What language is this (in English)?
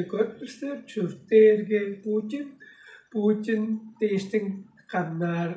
Tuvinian